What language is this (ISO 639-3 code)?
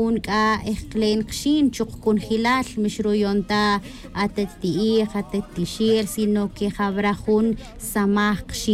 tzj